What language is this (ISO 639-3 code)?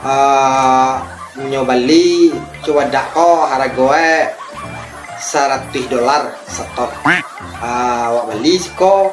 min